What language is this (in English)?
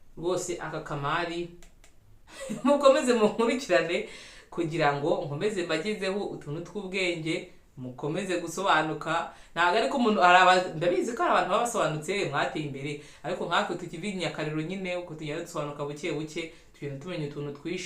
Kinyarwanda